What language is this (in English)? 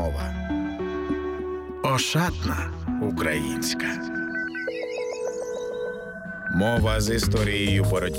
Ukrainian